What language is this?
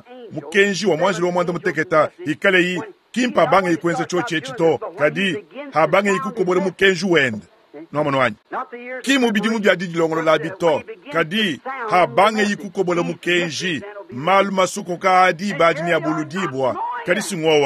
Luba-Lulua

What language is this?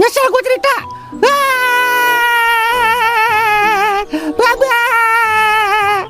Betawi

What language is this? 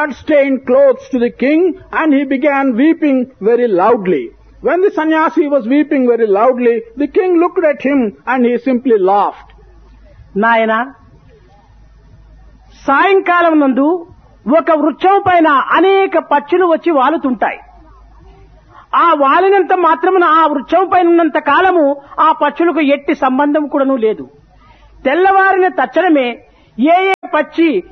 Telugu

